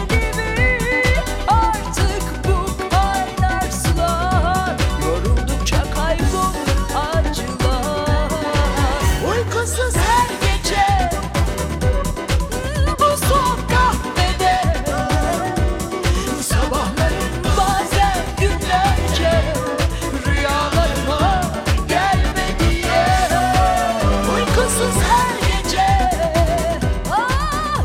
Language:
Turkish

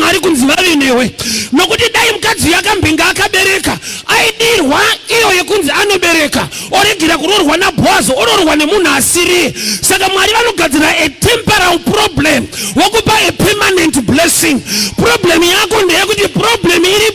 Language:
Shona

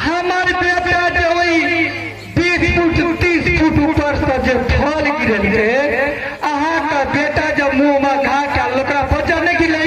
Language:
Maithili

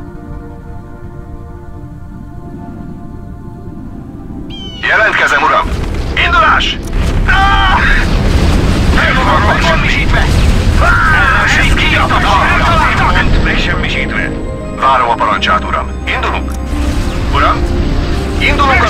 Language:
Hungarian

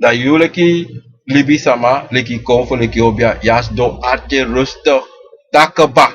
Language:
Sranan Tongo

